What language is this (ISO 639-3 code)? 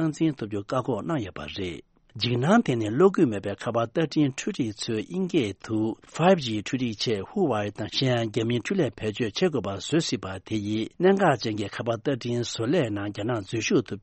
bod